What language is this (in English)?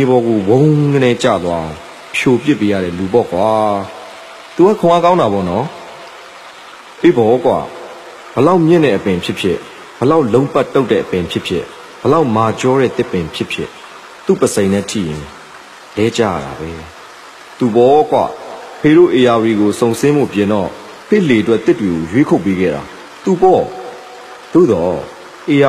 Burmese